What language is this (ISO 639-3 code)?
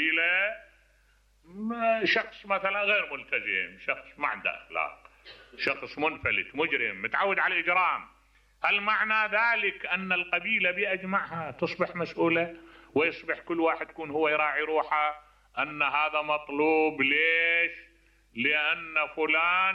acm